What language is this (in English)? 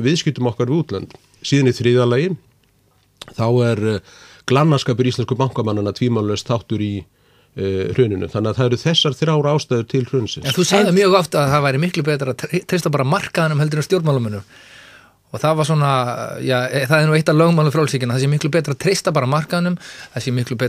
Icelandic